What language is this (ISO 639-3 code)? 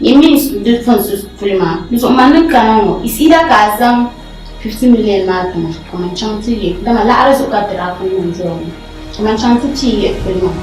dag